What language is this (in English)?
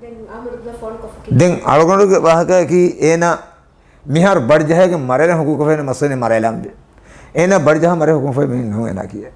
Divehi